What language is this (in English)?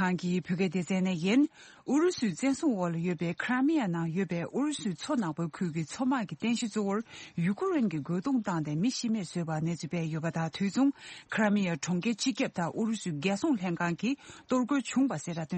Tibetan